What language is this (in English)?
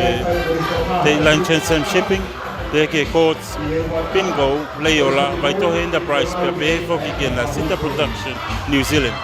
Tongan